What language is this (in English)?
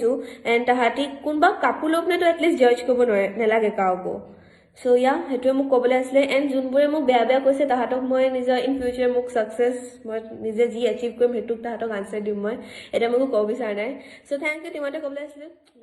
Assamese